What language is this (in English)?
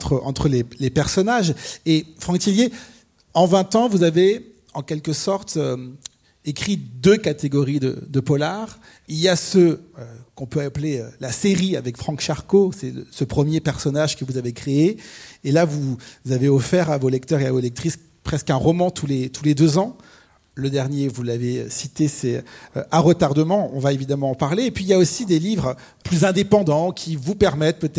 French